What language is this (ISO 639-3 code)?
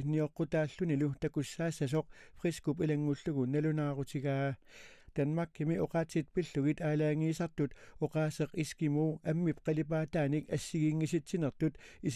kal